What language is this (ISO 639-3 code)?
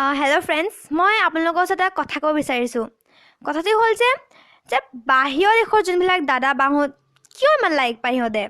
asm